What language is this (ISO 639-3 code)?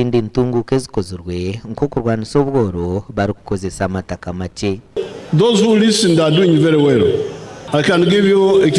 nyn